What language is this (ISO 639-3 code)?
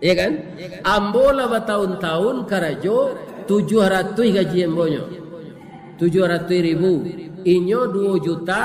min